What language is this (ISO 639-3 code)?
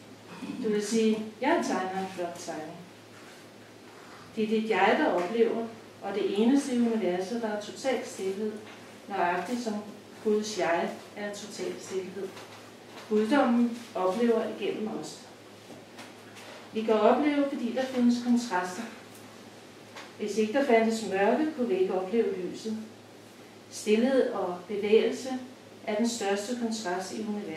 dan